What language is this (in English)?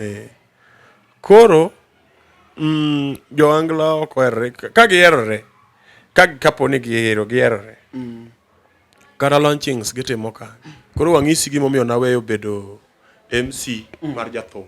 Luo (Kenya and Tanzania)